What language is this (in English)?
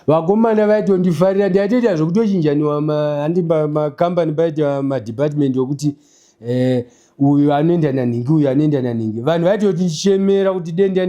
Shona